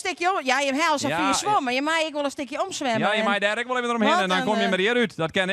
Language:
Western Frisian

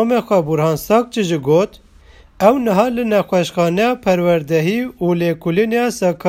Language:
Kurdish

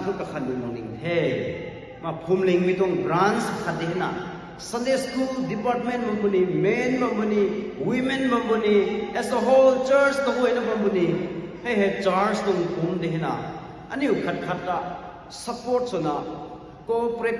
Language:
Rongmei Naga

